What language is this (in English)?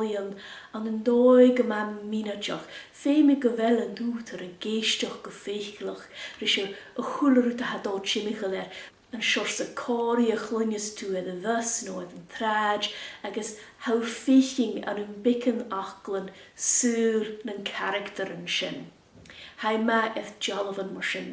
Scottish Gaelic